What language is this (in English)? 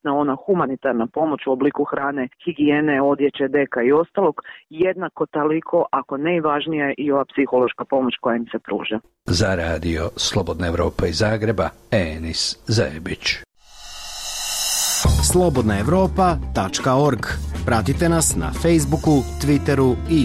Croatian